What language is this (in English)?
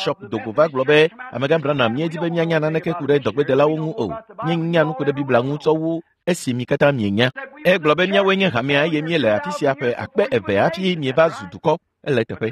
Ewe